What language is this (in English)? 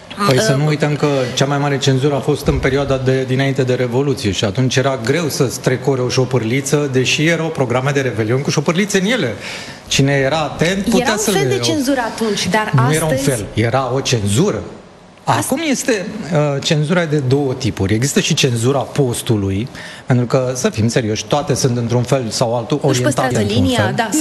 Romanian